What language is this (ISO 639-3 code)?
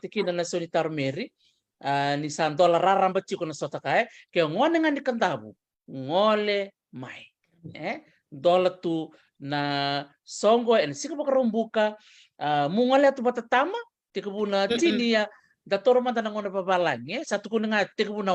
fij